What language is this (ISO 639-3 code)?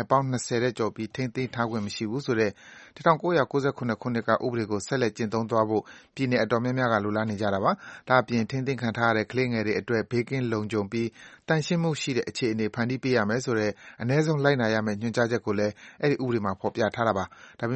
mya